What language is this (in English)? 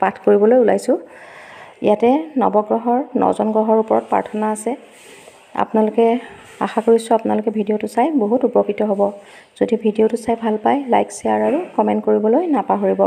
Assamese